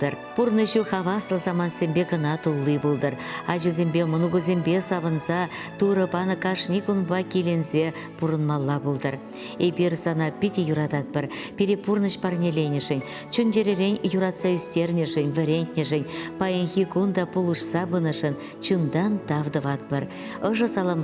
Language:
Chuvash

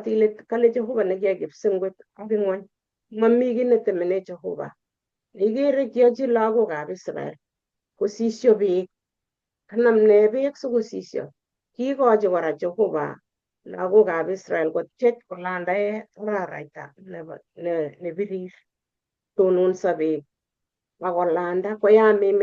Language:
Kalenjin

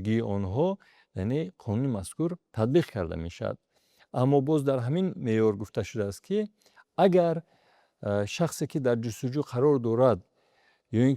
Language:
Tajik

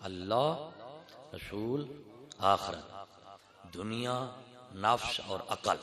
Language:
Saraiki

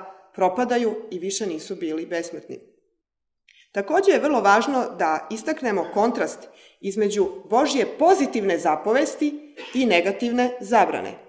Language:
Serbian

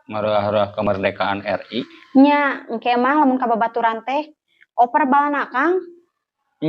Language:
Sundanese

